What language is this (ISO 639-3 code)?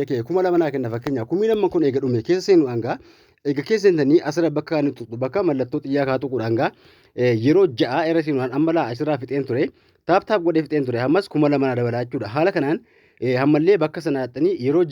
orm